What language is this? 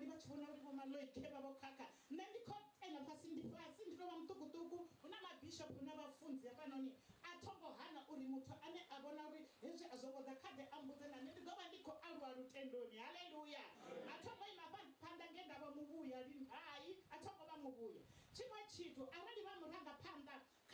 Venda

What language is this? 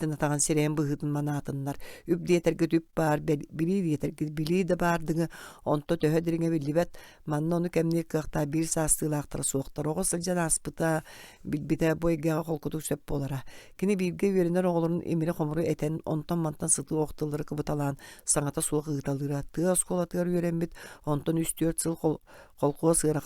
Yakut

